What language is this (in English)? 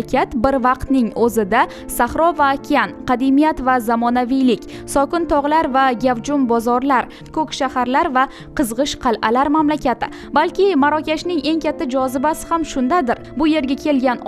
Uzbek